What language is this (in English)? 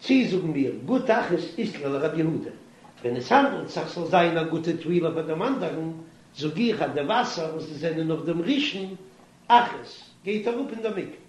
Yiddish